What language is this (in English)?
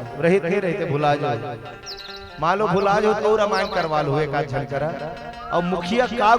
Chhattisgarhi